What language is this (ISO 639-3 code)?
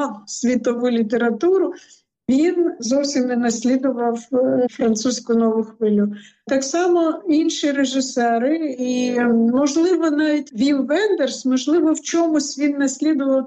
ukr